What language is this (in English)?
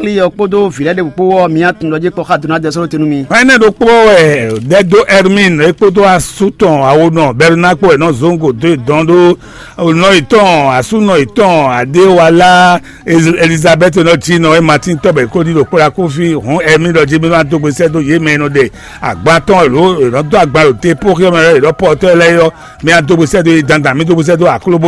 Fon